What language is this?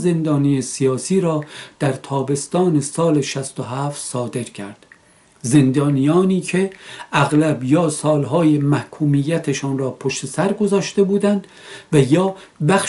Persian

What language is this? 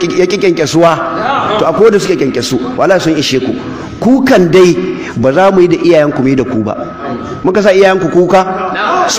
Hausa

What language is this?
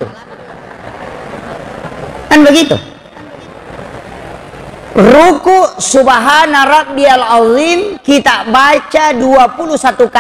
Buginese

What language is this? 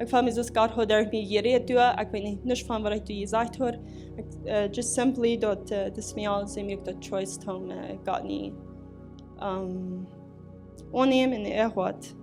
Plautdietsch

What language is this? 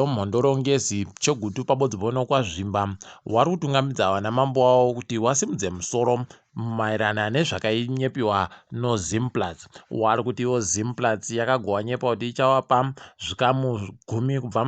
Ndau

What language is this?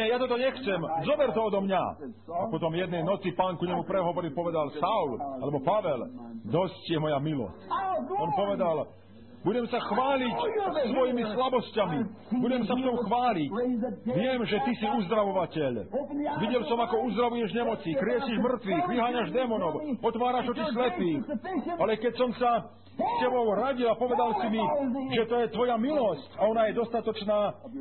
Slovak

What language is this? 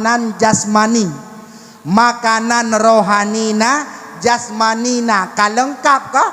Achinese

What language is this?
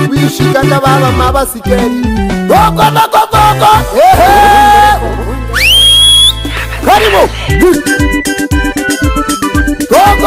Swahili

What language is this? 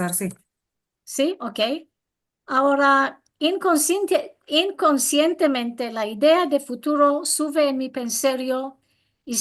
Ladino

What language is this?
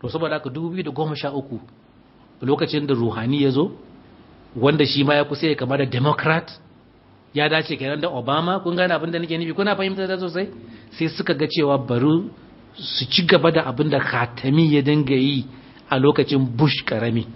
Hausa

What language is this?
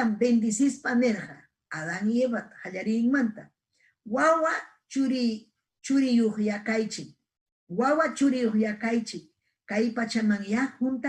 Ayacucho Quechua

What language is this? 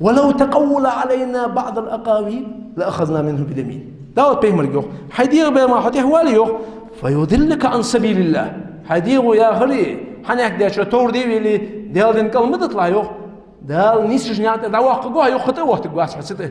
Ingush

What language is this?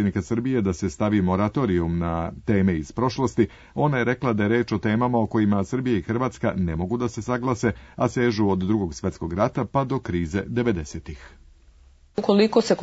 Serbian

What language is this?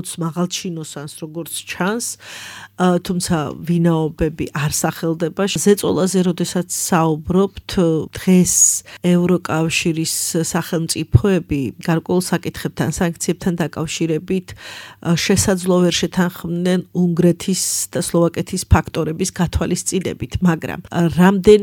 Georgian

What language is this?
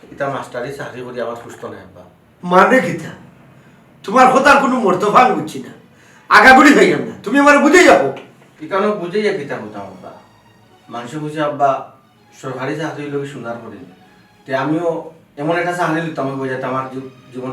Sylheti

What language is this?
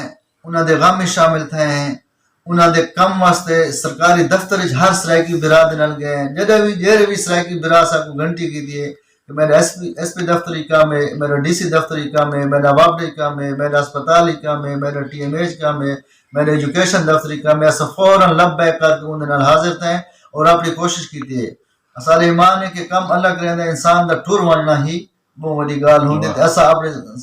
Saraiki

